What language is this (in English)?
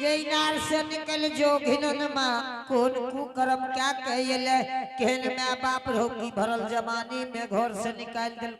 Angika